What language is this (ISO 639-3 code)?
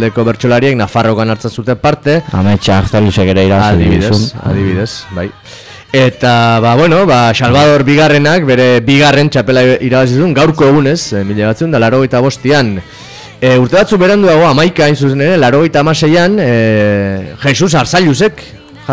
eus